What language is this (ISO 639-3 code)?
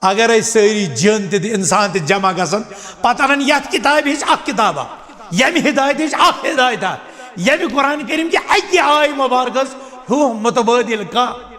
kas